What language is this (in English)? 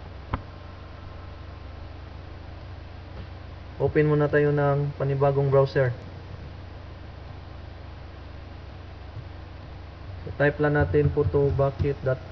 Filipino